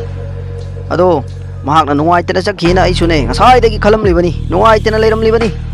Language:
Manipuri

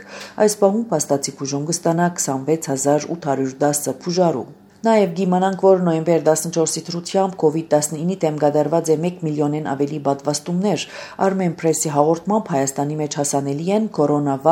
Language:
Armenian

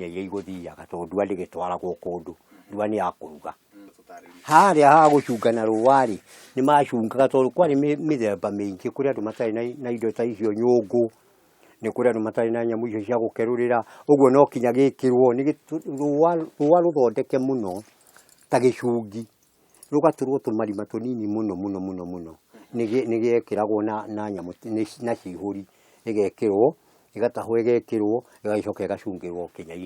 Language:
Kikuyu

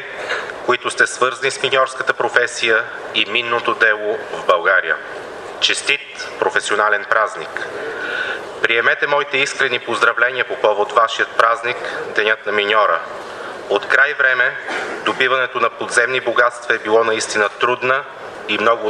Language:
Bulgarian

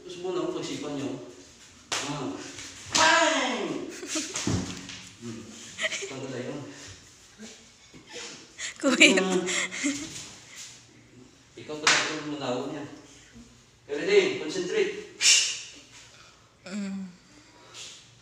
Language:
Filipino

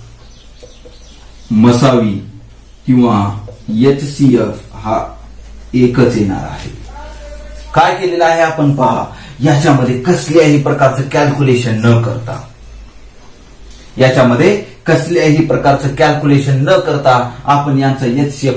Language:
Marathi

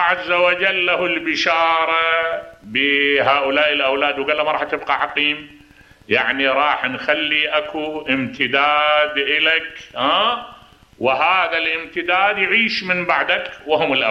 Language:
Mesopotamian Arabic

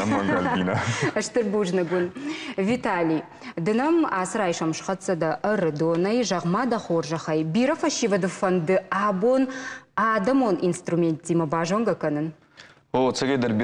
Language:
Ossetic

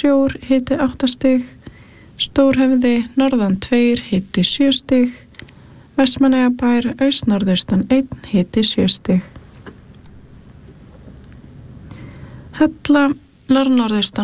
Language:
Icelandic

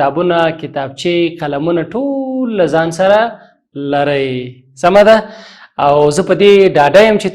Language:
Pashto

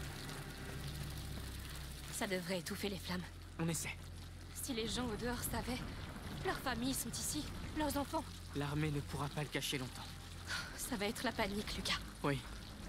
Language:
French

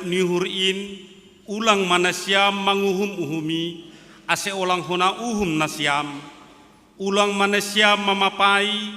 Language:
Batak Simalungun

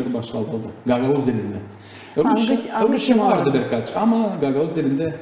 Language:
Gagauz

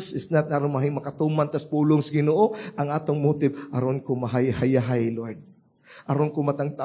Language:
Cebuano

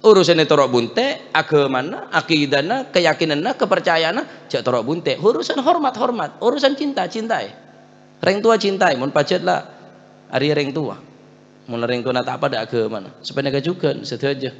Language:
Madurese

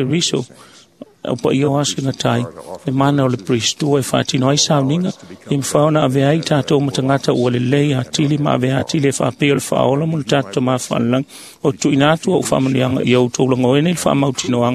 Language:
Samoan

